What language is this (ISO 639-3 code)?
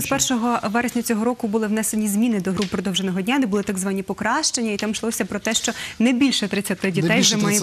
ukr